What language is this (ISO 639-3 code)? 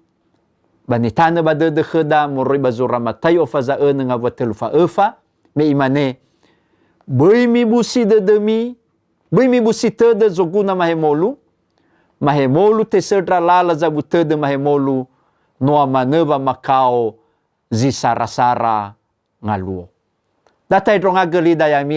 nia